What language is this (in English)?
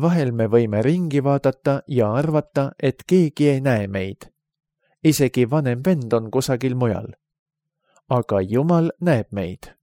Estonian